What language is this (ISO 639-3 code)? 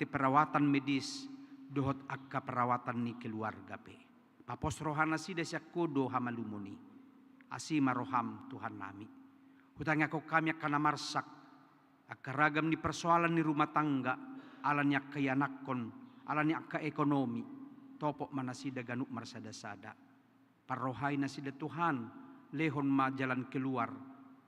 bbc